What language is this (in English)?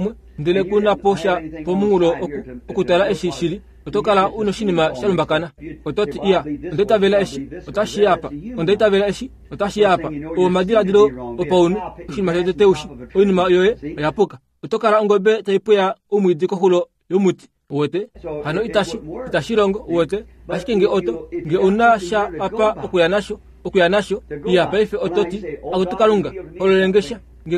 Kuanyama